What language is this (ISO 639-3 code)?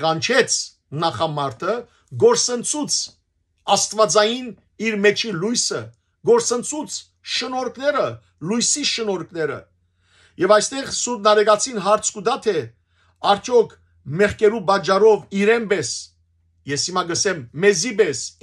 hyw